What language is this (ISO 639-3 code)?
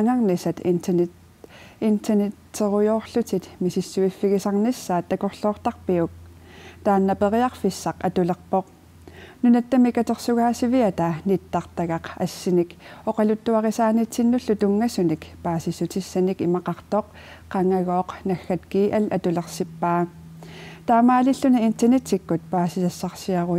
kal